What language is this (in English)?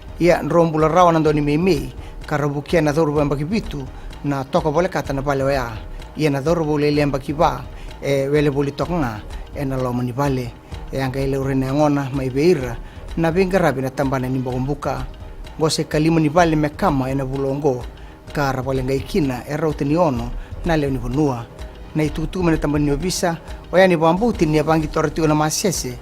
Fijian